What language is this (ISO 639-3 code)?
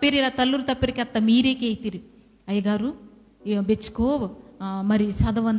kff